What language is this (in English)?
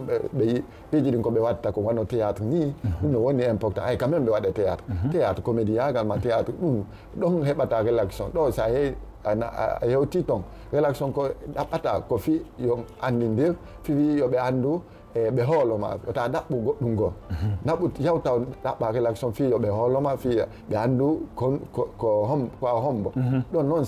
Fula